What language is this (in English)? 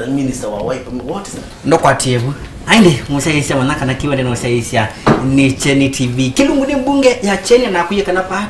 Kamba